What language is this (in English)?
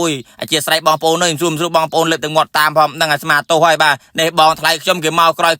Khmer